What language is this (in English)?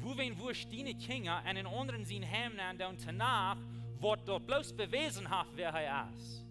Plautdietsch